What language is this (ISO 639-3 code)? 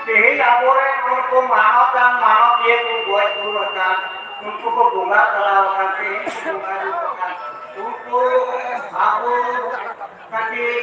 sat